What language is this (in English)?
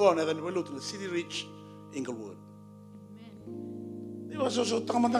Fijian